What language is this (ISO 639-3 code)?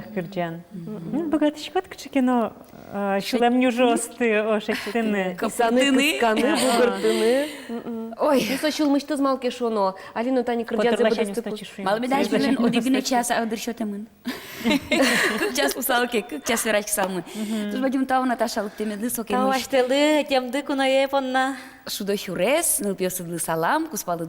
udm